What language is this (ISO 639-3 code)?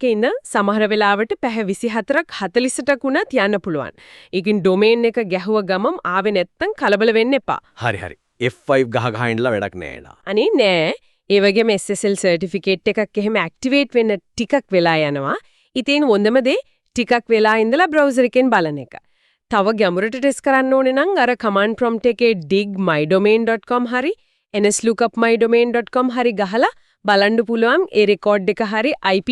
sin